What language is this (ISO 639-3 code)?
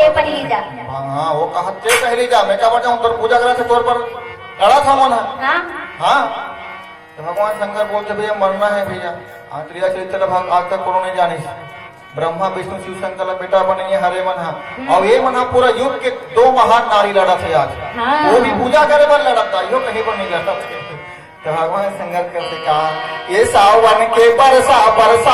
hne